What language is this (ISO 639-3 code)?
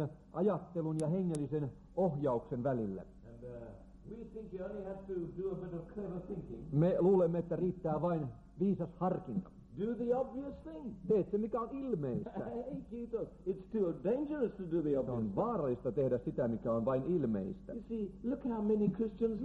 fin